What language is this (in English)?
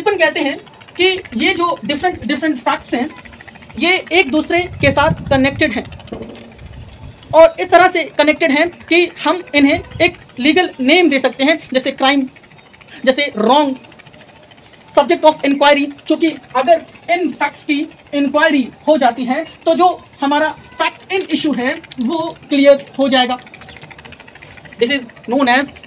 Hindi